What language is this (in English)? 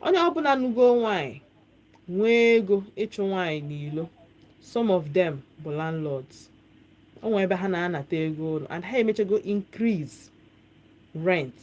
Igbo